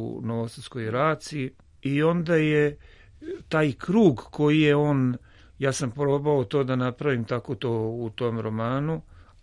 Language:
Serbian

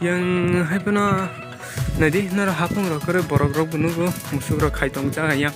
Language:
Kok Borok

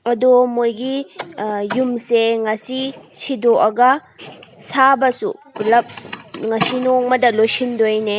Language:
Manipuri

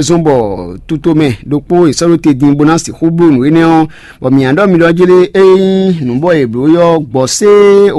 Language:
Fon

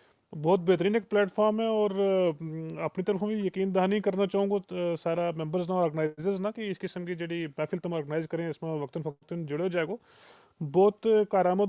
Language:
Gujari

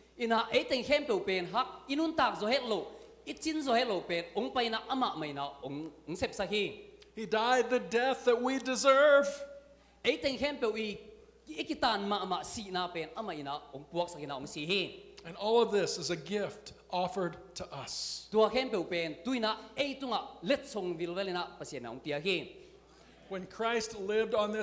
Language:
Tedim Chin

